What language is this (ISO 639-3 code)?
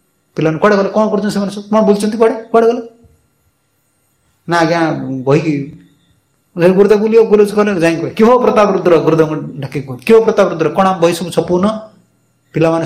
ori